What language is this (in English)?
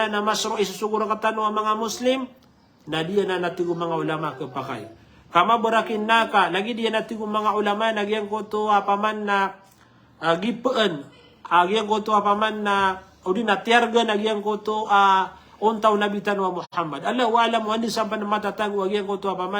Maranao